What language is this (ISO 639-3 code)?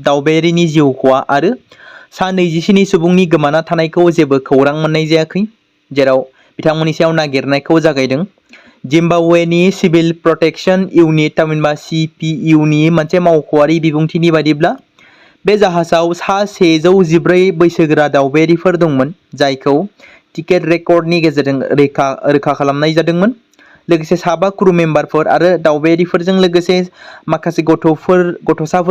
brx